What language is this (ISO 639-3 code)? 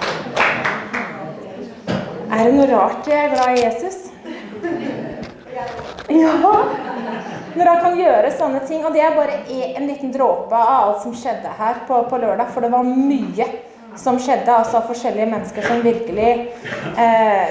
nor